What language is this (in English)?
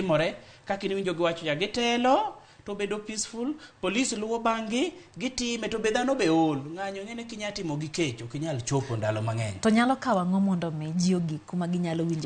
Luo (Kenya and Tanzania)